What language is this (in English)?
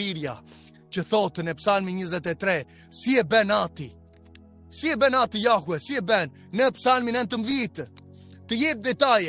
Albanian